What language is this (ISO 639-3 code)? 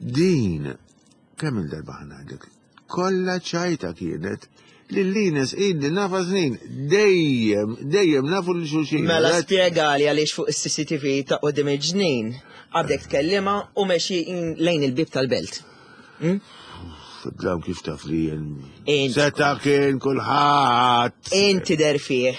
mlt